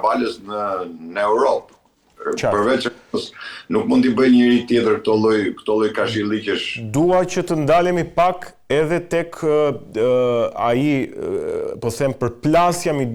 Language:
Albanian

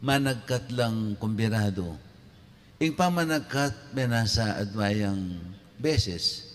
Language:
Pampanga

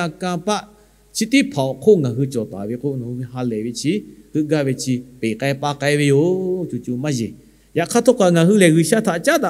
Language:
Lahu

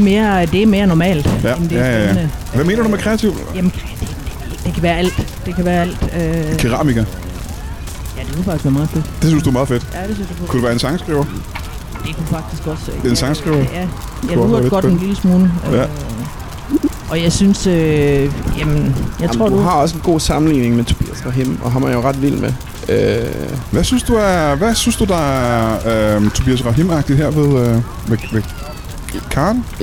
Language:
Danish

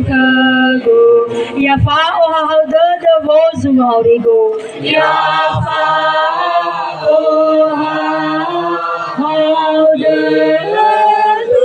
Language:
Nias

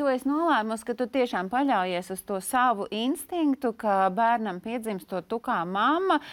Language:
Latvian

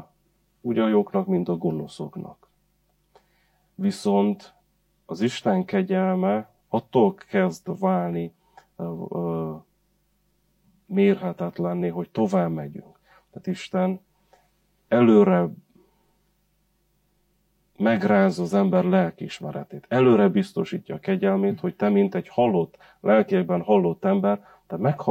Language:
Hungarian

